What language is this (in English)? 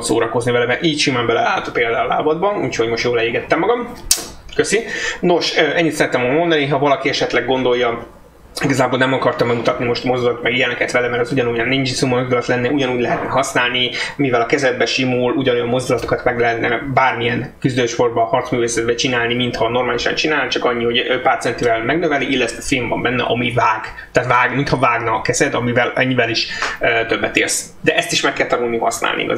Hungarian